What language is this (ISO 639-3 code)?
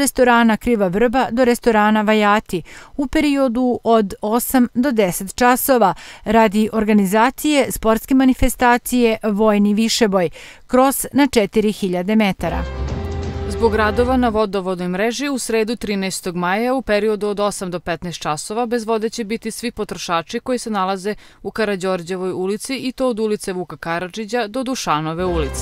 srp